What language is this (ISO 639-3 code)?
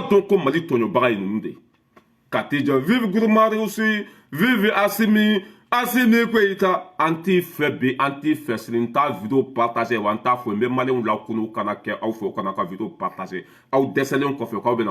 bam